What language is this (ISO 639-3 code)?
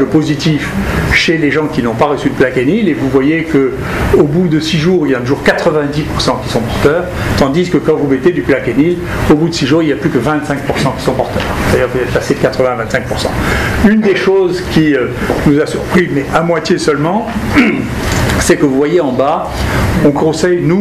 fra